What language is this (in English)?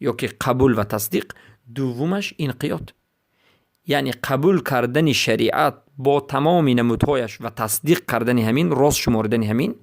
Persian